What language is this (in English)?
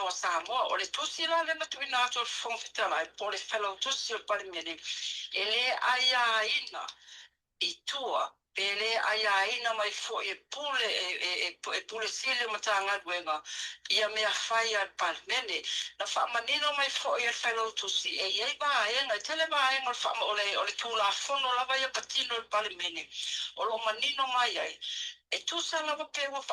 Samoan